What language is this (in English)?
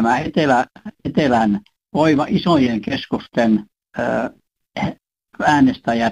Finnish